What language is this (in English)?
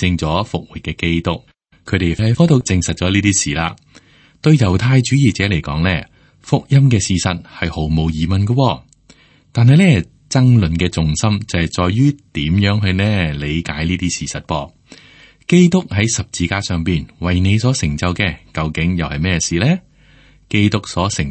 Cantonese